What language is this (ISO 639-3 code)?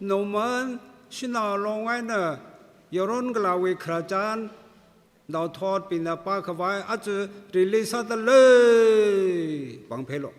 nmf